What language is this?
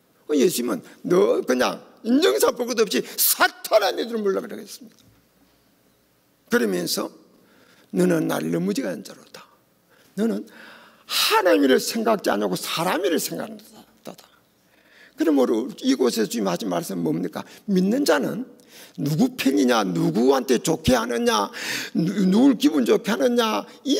Korean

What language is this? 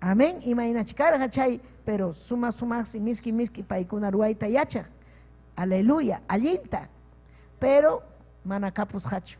Ayacucho Quechua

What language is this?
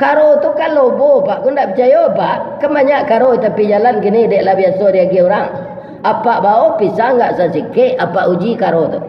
Minangkabau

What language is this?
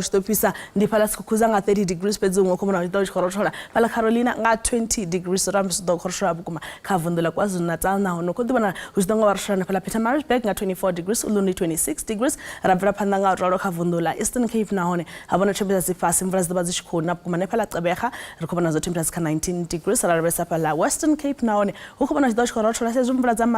Venda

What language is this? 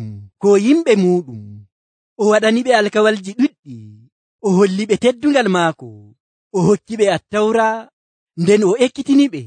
Nigerian Fulfulde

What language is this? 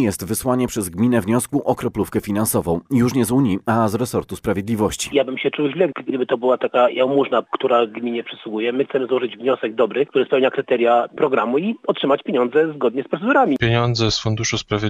Polish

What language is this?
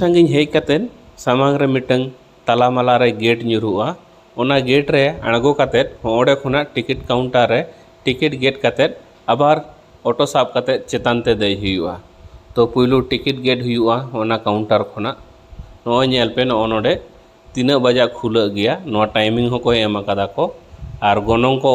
Santali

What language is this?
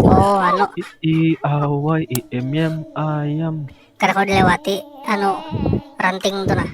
Banjar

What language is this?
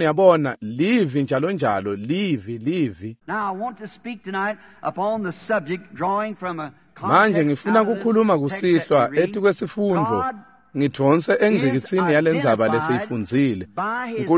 Swati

